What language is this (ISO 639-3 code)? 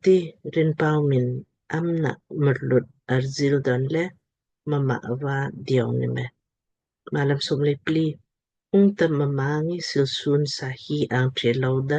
lmk